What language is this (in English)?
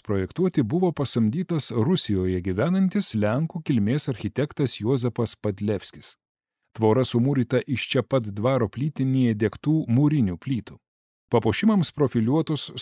Lithuanian